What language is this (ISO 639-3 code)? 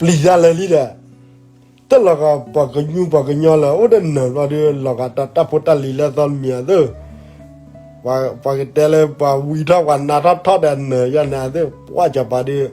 ksw